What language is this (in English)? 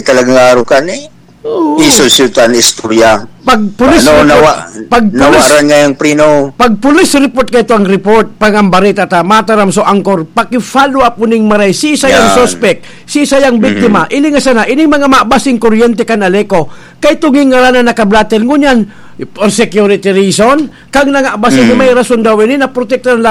Bikol